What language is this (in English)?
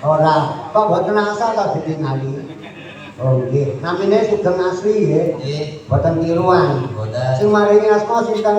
Javanese